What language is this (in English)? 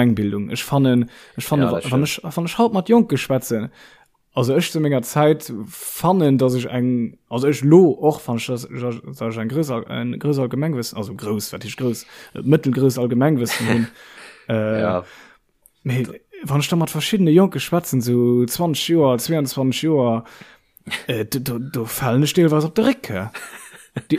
Luxembourgish